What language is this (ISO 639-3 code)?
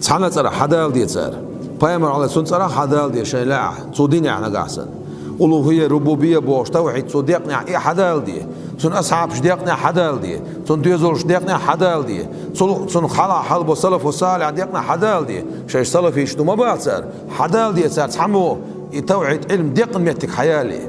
che